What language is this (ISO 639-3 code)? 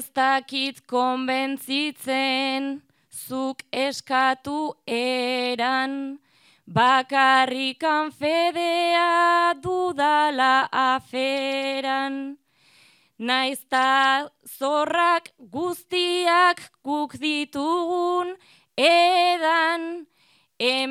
eus